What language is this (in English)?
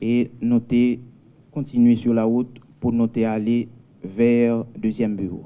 Haitian Creole